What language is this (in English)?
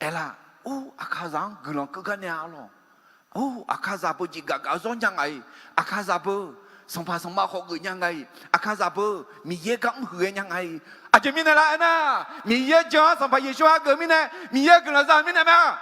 Akha